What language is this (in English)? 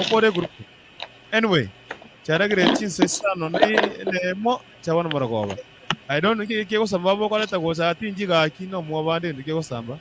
Gusii